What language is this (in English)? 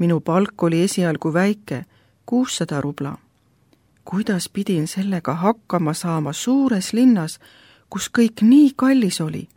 Estonian